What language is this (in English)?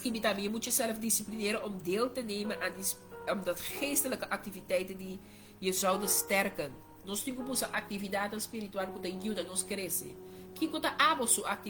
Papiamento